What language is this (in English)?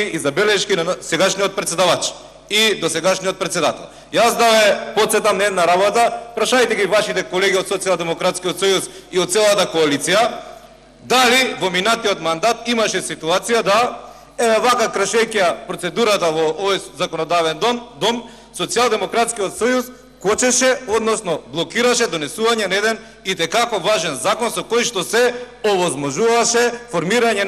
Macedonian